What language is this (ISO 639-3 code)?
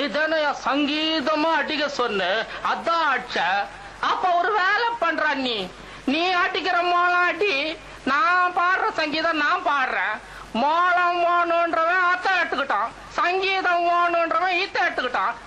tam